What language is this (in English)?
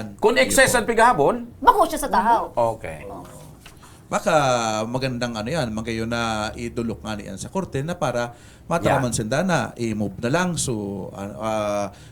Bikol